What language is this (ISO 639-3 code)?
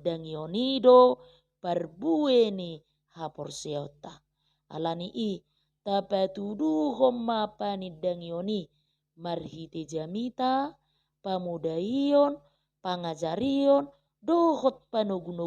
bbc